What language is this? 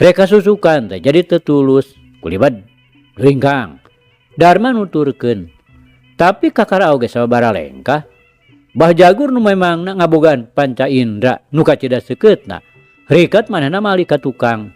Sundanese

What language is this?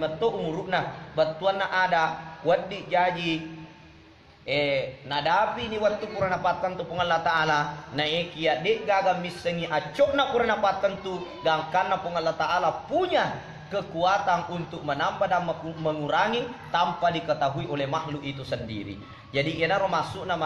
Buginese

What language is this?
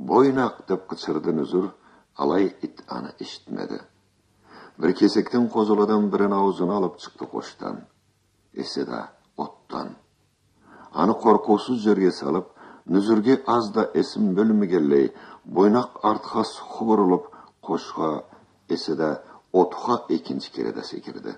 Karachay-Balkar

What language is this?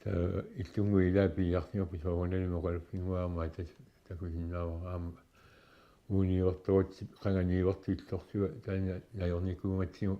Kalaallisut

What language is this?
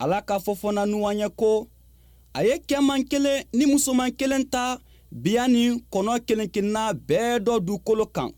Bambara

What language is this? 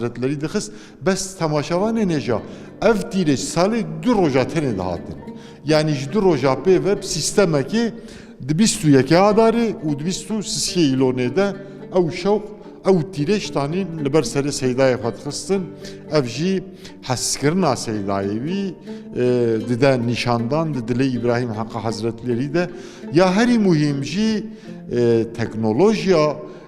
Kurdish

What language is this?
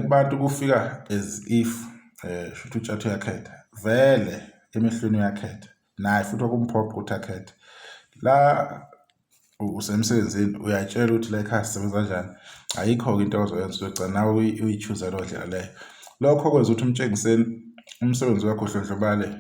Zulu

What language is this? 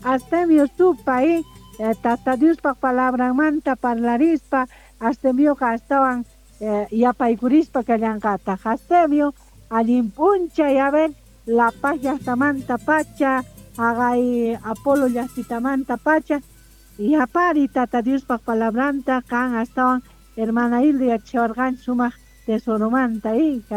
South Bolivian Quechua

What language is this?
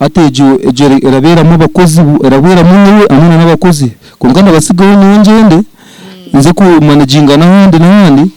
Nyankole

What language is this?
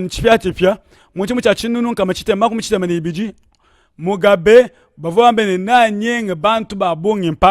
Luba-Lulua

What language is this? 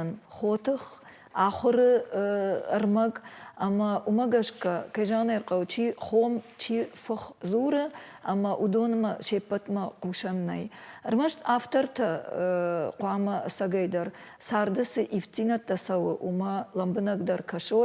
Ossetic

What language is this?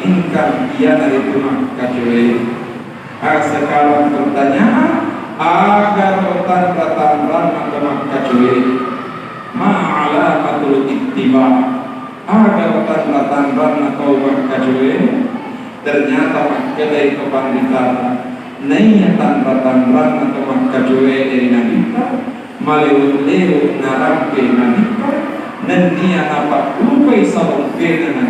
Buginese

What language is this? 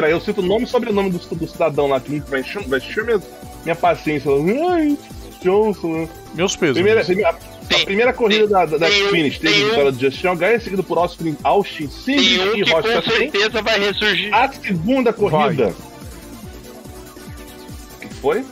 Portuguese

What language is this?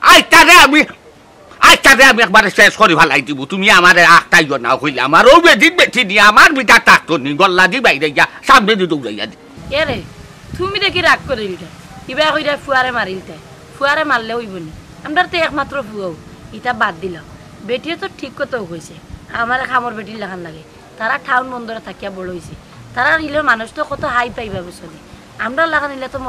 Sylheti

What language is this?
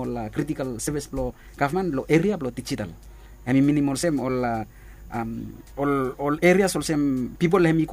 Bislama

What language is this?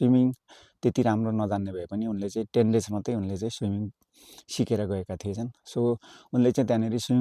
Nepali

